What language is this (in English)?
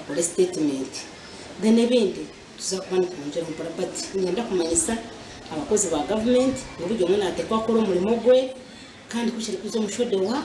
Nyankole